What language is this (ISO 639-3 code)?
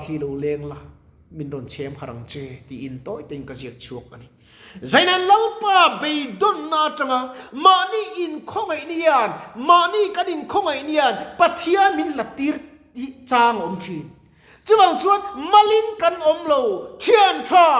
lus